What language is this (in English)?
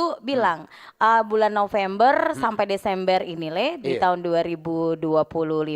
Manado Malay